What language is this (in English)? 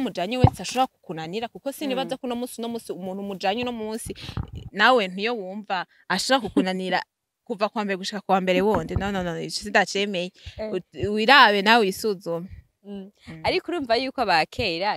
Rundi